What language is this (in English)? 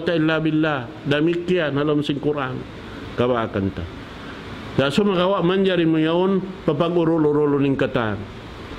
Tausug